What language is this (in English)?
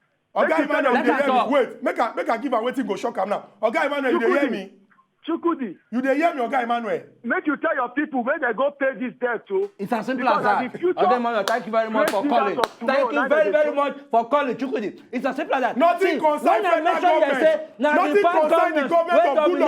Nigerian Pidgin